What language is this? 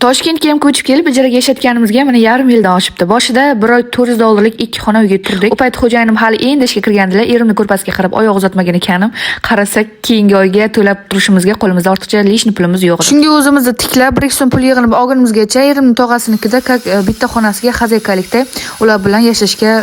Uzbek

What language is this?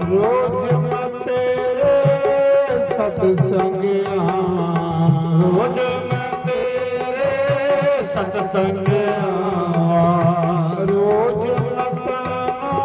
Dogri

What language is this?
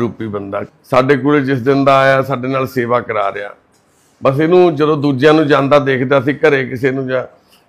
Punjabi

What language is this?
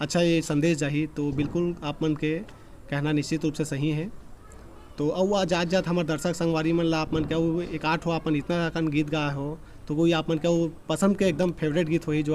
Chhattisgarhi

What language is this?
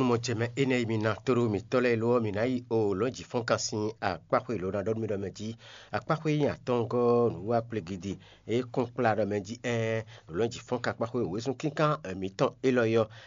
Fon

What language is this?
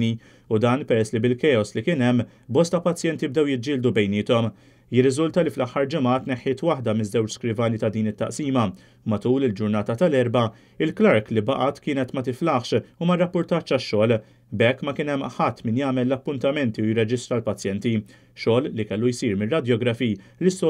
Maltese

